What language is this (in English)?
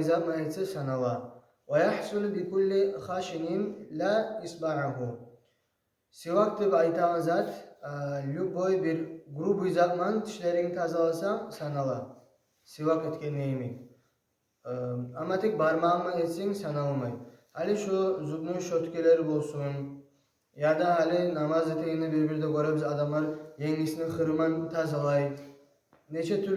Kumyk